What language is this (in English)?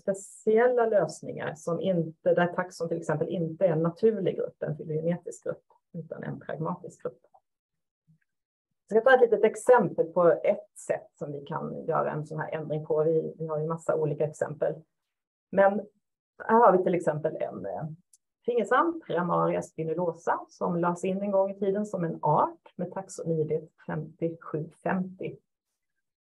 Swedish